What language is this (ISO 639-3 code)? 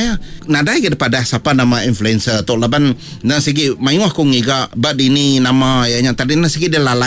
iba